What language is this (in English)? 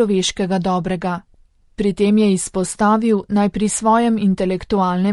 Slovenian